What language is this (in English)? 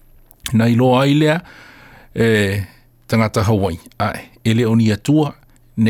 Samoan